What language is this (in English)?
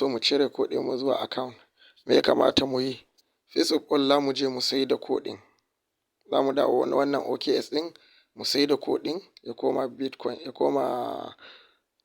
Hausa